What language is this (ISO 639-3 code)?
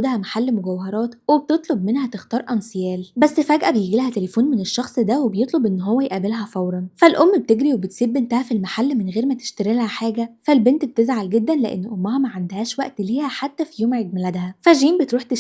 arz